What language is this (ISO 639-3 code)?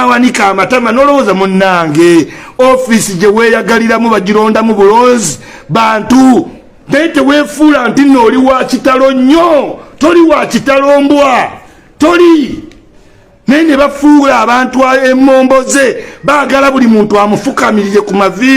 lug